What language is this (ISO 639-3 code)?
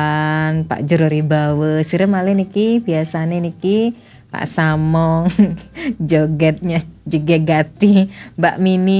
ban